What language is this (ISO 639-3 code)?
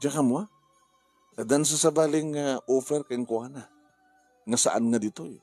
ilo